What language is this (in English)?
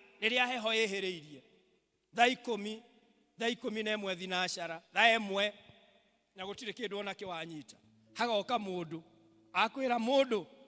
Kikuyu